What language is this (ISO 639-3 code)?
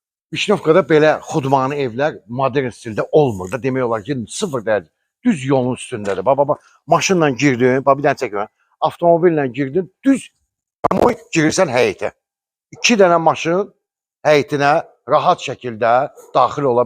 aze